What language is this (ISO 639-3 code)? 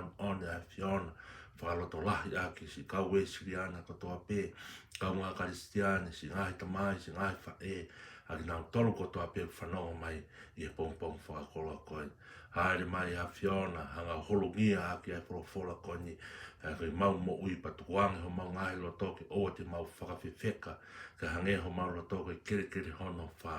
ton